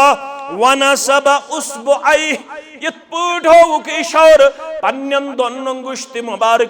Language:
Kashmiri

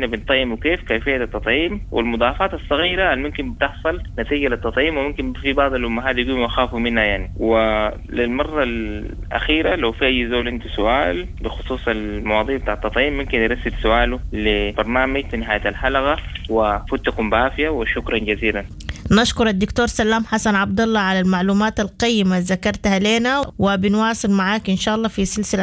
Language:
Sudanese Arabic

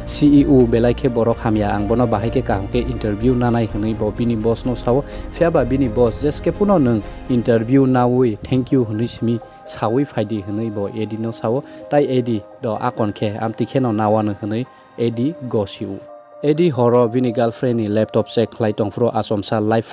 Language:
Kok Borok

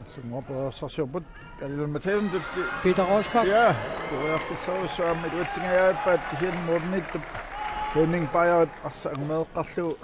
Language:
Kalaallisut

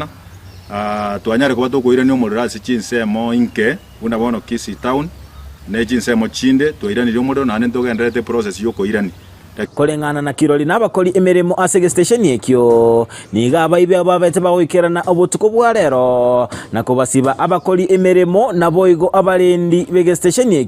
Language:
Gusii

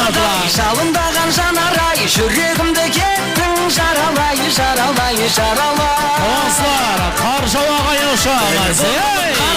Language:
Kara-Kalpak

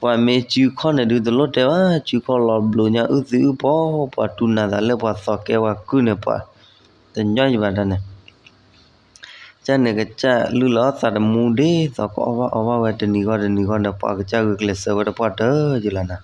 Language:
S'gaw Karen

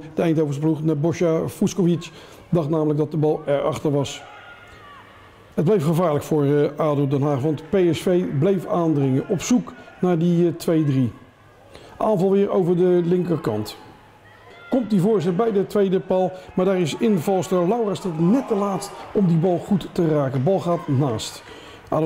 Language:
Dutch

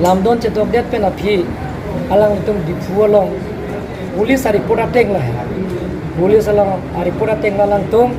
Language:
Karbi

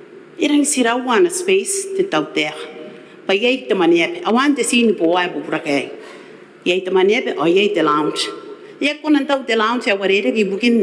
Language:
Gilbertese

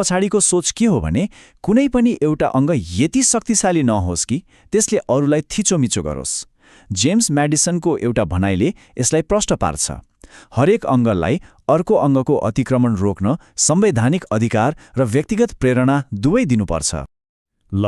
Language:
Nepali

